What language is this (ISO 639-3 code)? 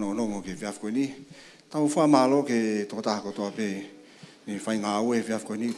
ton